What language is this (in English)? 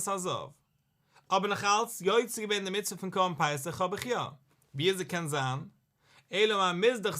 Yiddish